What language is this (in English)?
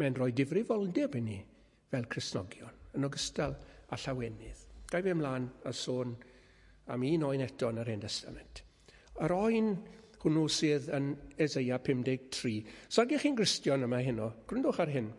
Welsh